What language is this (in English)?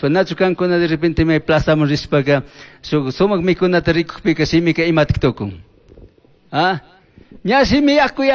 Chimborazo Highland Quichua